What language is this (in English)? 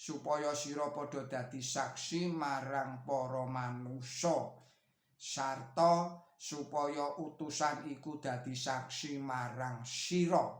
Javanese